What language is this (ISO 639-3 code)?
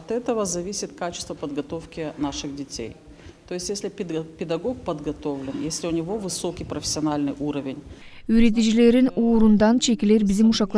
gag